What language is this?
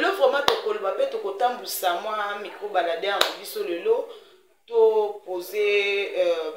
Lingala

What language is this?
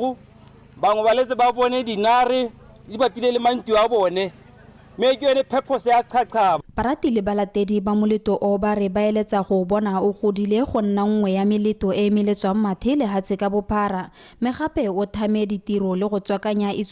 Tswana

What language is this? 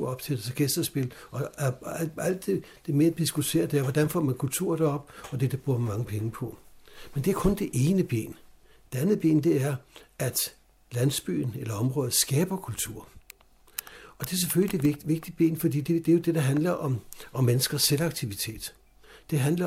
Danish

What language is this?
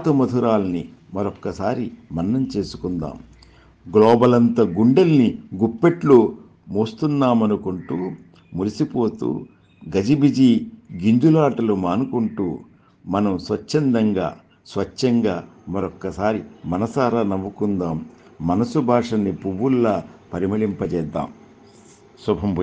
Telugu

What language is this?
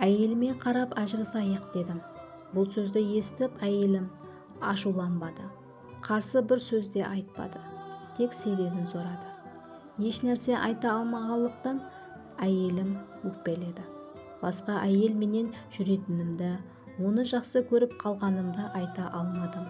Kara-Kalpak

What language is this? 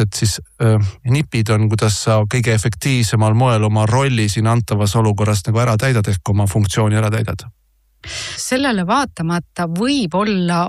Estonian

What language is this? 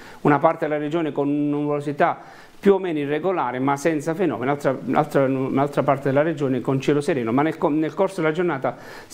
Italian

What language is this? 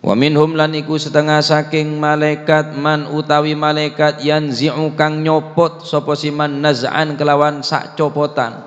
Madurese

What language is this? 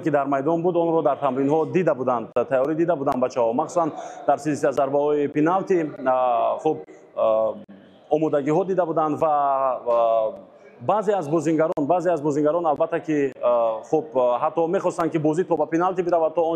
Tajik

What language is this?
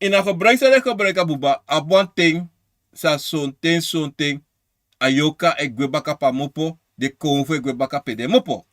Sranan Tongo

